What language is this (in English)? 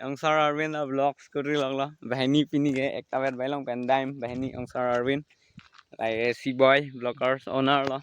Karbi